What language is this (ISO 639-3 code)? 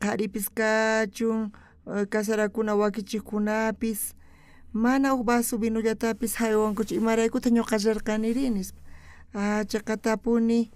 quh